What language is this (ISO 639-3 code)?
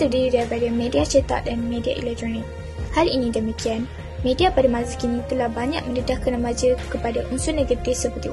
msa